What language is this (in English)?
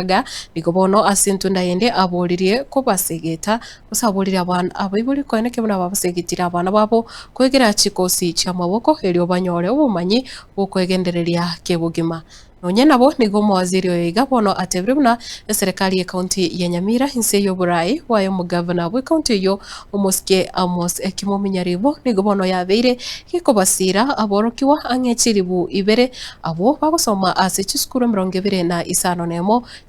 Gusii